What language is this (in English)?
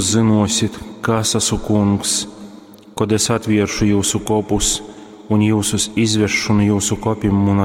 Latgalian